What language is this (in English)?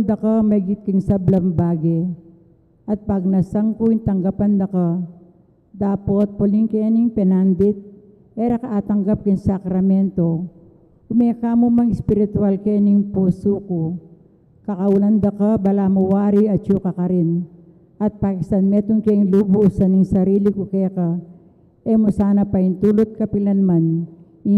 Pampanga